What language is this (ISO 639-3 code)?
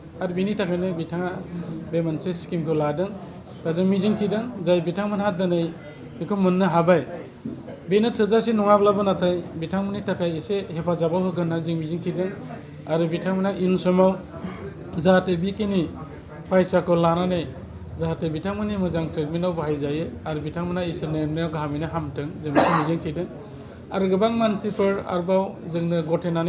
brx